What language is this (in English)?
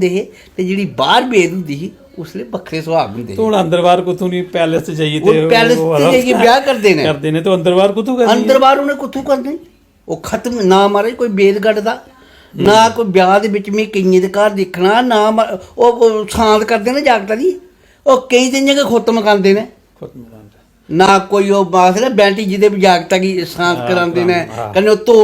Dogri